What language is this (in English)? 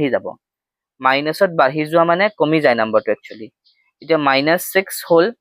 Assamese